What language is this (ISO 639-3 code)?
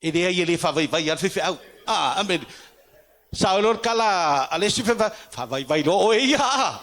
smo